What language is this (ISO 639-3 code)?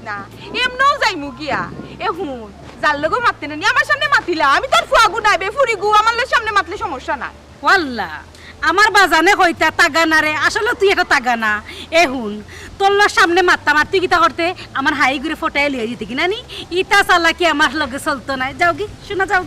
syl